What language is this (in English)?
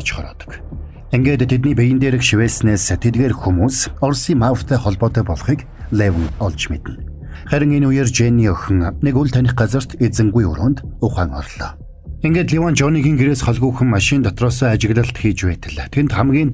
Mongolian